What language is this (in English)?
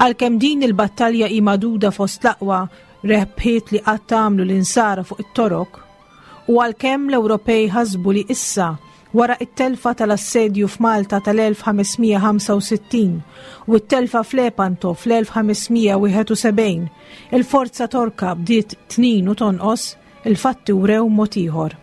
Maltese